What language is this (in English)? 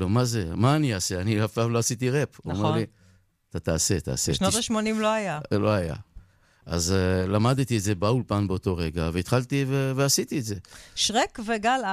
Hebrew